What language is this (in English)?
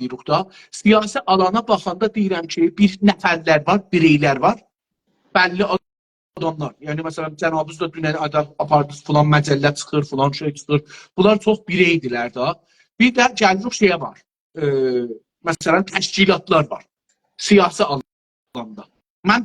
South Azerbaijani